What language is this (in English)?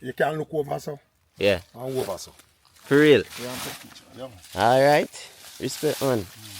Jamaican Creole English